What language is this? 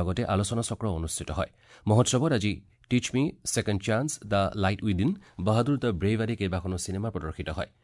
Assamese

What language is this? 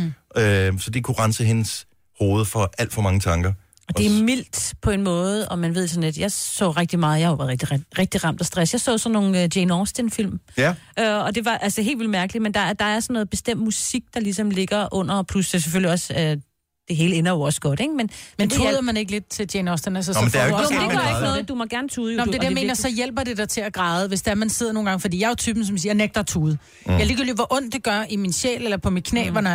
Danish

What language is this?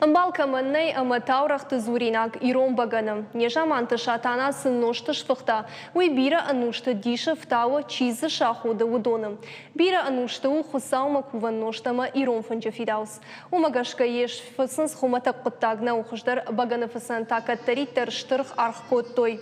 Ossetic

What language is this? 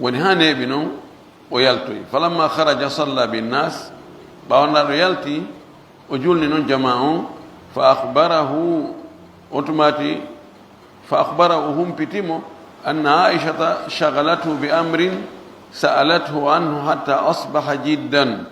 Pular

